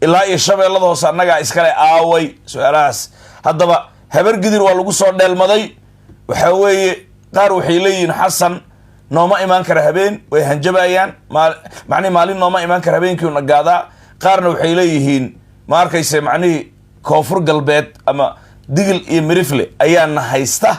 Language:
Somali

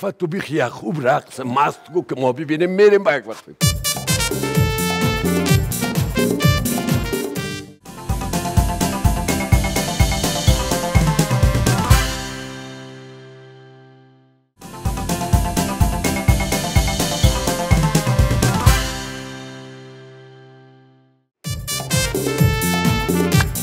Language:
Persian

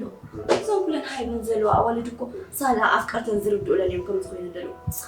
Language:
Tigrinya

